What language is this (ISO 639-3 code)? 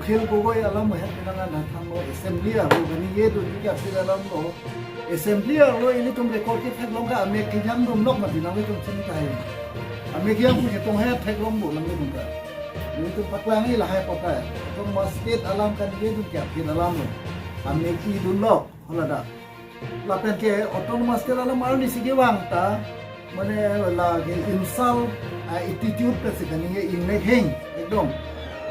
mjw